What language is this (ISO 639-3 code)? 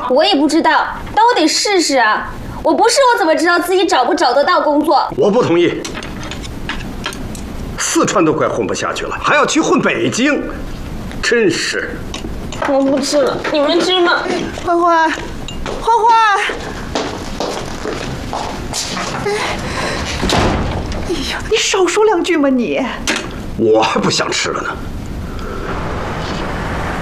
zho